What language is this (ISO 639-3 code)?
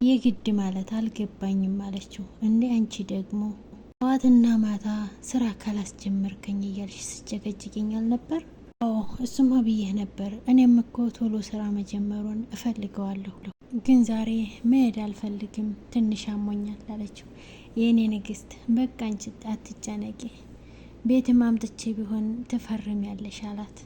amh